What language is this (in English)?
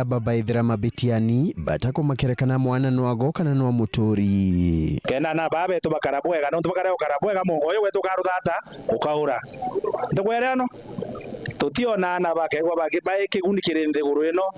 Meru